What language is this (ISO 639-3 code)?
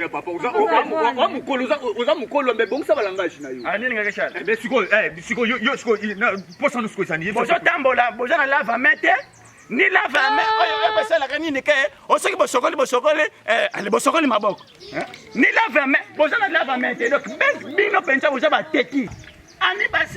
lin